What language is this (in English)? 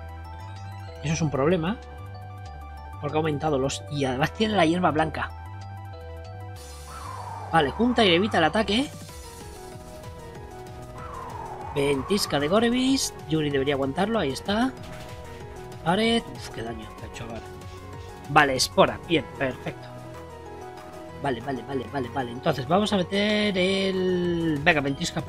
Spanish